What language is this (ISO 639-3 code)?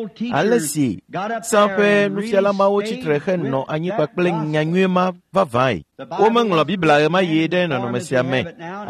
ewe